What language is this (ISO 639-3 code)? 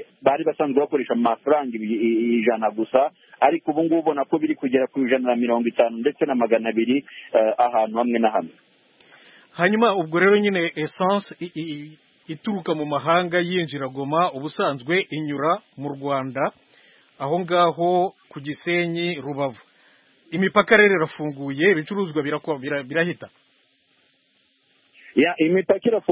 kin